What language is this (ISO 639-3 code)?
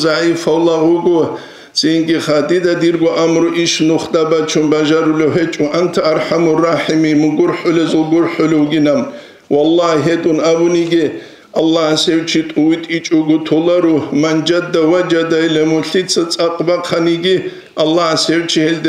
ava